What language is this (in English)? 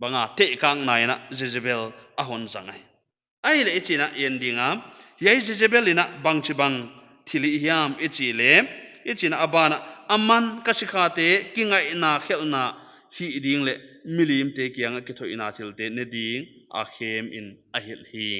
Paite Chin